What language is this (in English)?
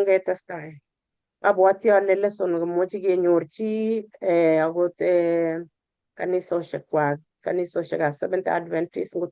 Kalenjin